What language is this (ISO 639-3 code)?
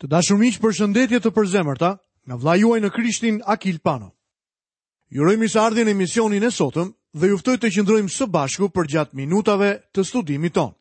sqi